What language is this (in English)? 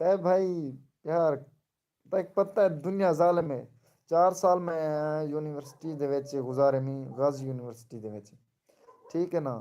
Saraiki